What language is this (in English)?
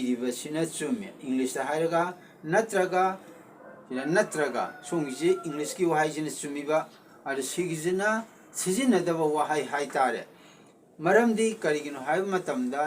Manipuri